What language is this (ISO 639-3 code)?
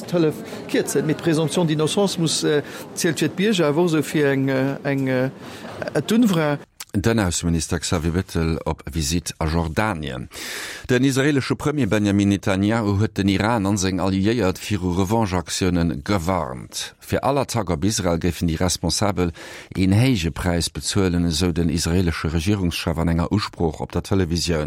ltz